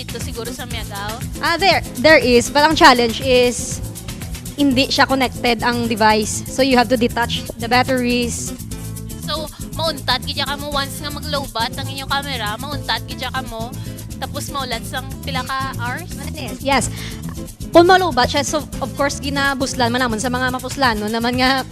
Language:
Hiligaynon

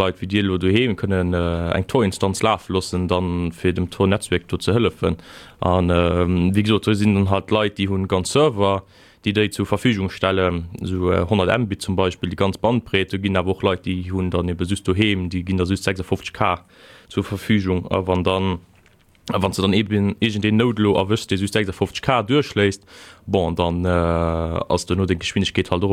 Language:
Luxembourgish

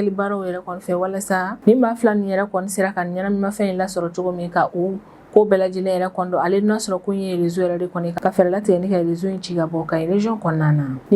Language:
Bambara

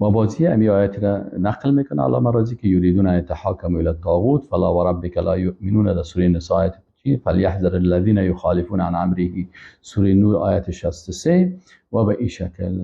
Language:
Persian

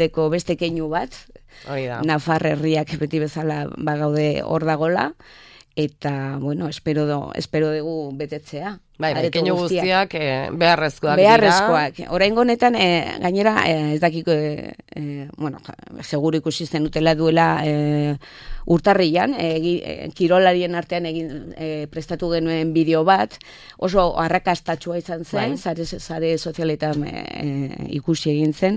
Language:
Basque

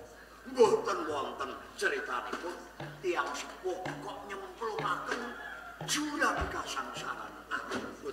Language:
Javanese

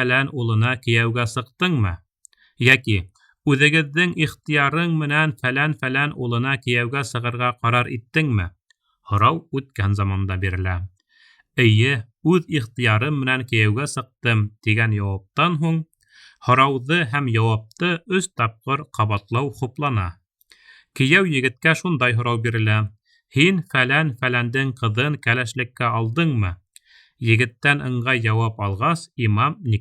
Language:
Bashkir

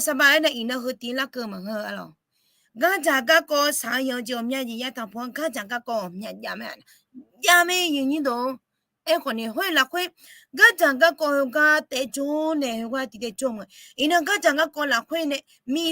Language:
Akha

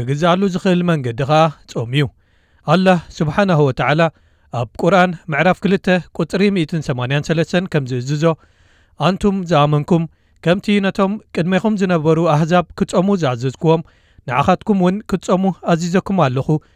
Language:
Tigrinya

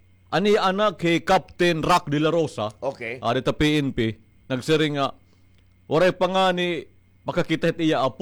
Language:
Waray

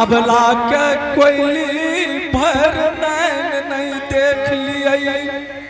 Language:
Angika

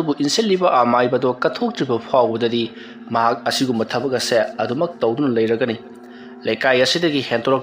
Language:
Manipuri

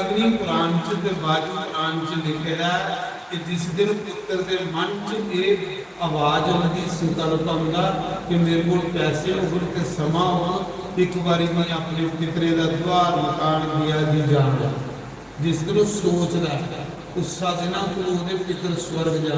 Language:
Dogri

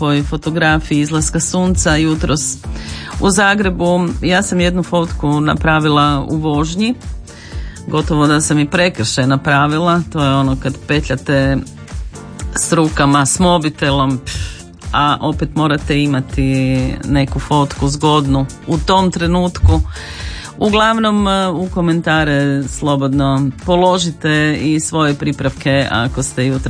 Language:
Croatian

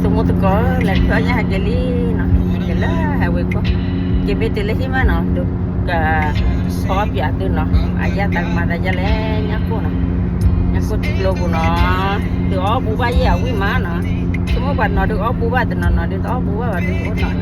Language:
S'gaw Karen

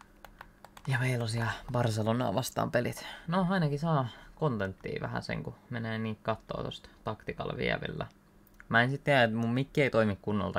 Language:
Finnish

